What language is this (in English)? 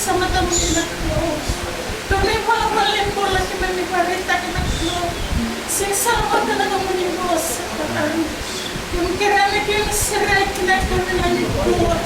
Fijian